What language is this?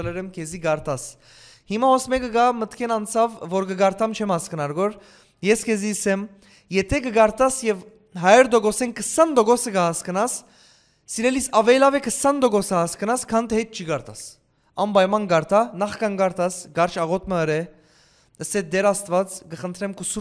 Western Armenian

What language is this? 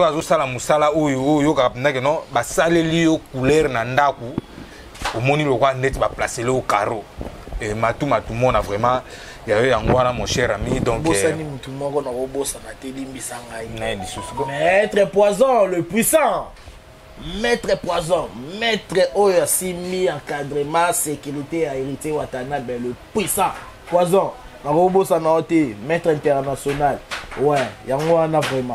Lingala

